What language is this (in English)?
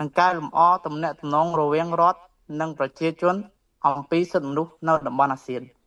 Khmer